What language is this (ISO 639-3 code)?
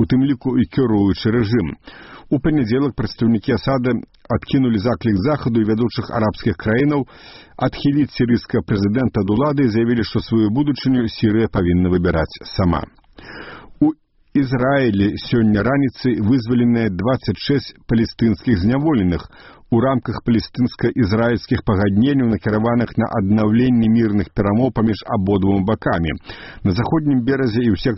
bel